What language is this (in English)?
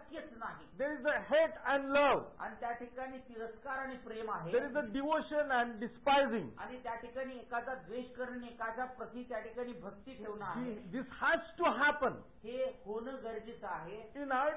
Marathi